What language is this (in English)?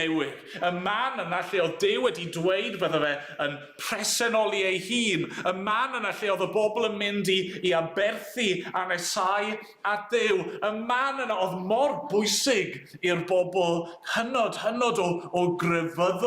Welsh